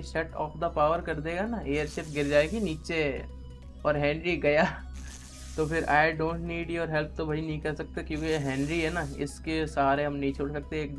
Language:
Hindi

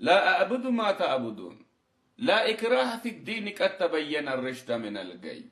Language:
Amharic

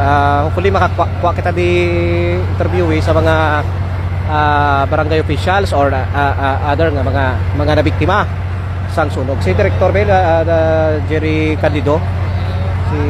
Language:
Hiligaynon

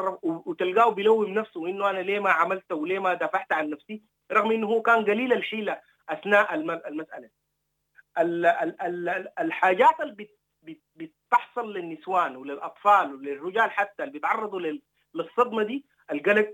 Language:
Sudanese Arabic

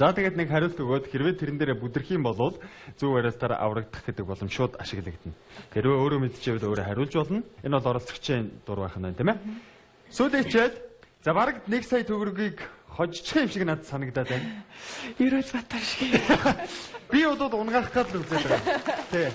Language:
Mongolian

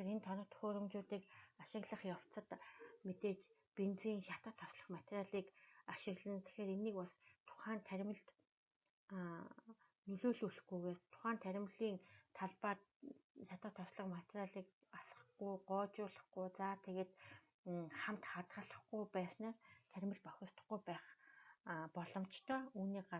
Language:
Mongolian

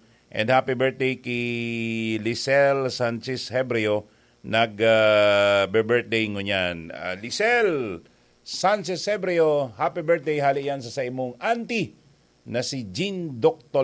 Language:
Bikol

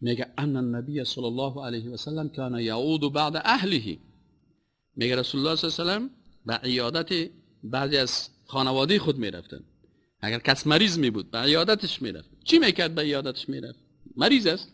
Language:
Persian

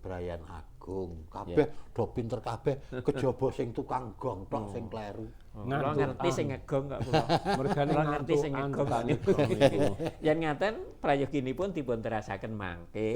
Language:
Javanese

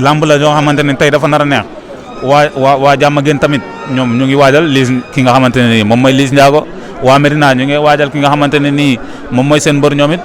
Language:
Wolof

